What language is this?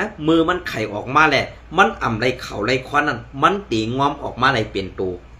Shan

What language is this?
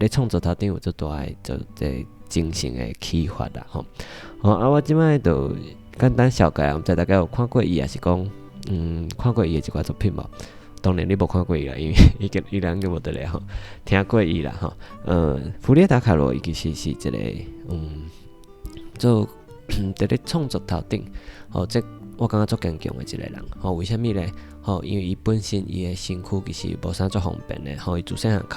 Min Nan Chinese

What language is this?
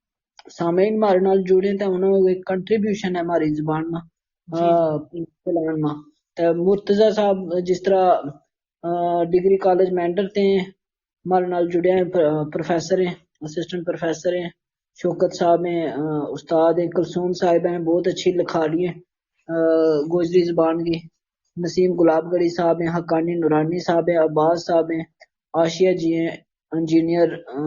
Gujari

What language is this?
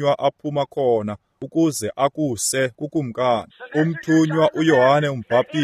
Xhosa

